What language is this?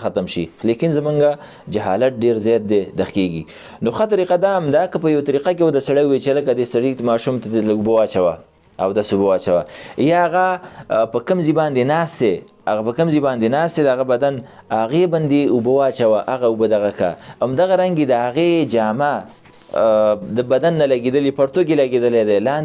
Pashto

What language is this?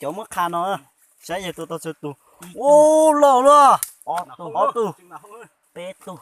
Hmong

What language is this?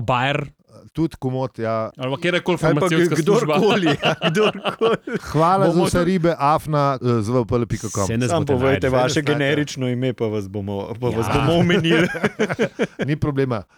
Slovenian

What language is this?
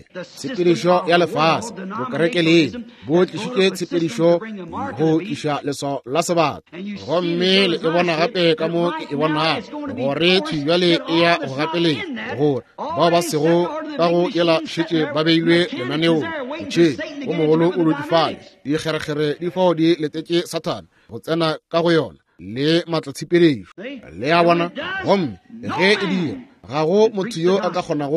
Northern Sotho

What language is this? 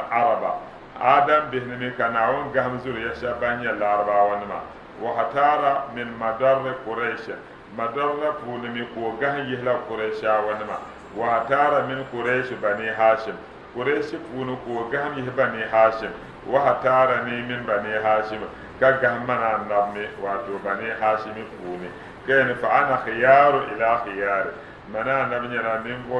Dagbani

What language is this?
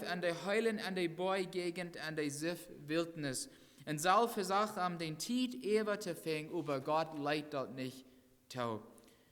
Plautdietsch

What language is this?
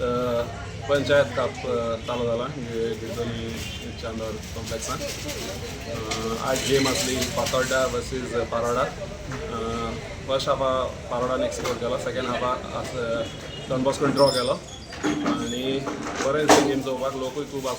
Konkani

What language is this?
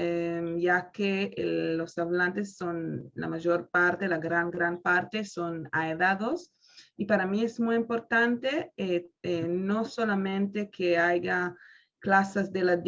Ladino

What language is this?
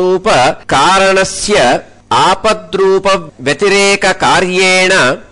Sanskrit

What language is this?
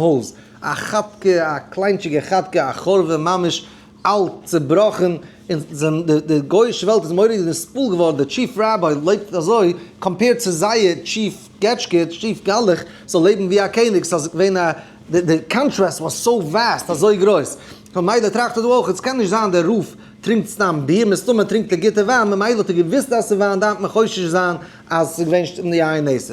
Yiddish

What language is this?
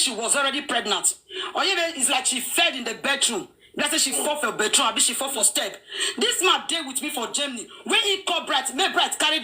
Nigerian Pidgin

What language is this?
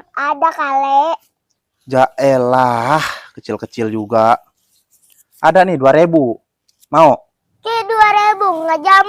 Betawi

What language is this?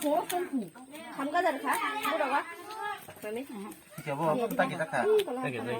Kok Borok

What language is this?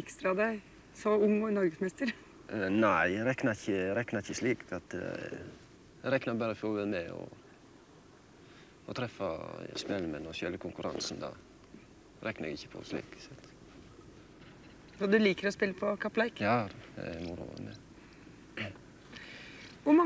Norwegian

